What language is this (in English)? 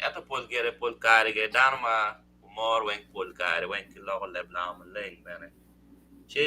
Acoli